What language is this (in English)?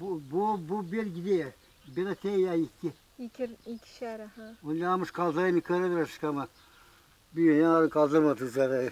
Gagauz